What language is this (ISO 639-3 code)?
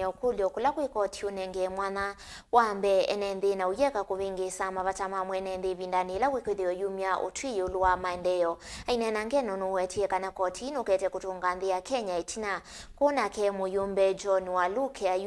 kam